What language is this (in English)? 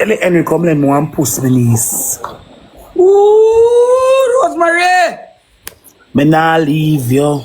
Jamaican Creole English